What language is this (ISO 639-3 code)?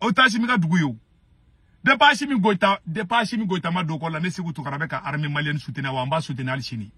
bam